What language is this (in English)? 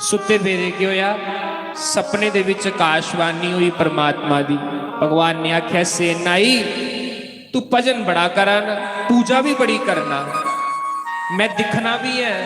Dogri